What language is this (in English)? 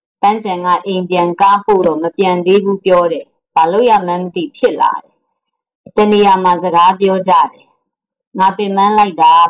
Burmese